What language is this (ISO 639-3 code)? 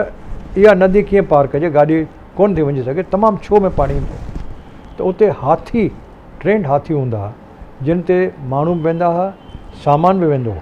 snd